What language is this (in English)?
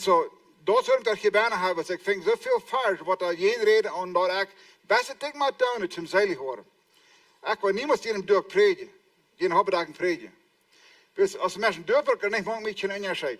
Plautdietsch